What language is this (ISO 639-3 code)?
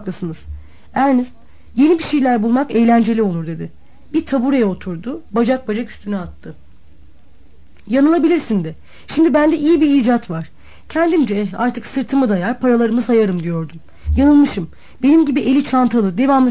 tur